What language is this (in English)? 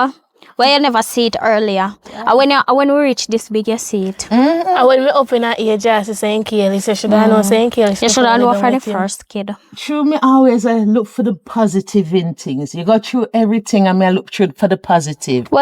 Jamaican Creole English